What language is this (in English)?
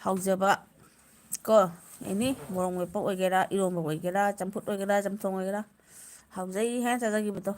Manipuri